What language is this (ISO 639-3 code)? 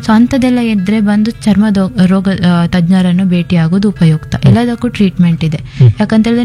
kan